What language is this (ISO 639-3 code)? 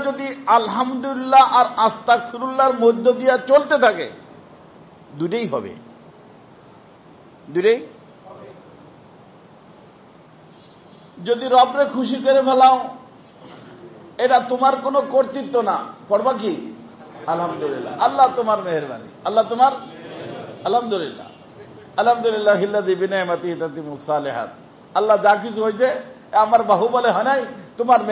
ben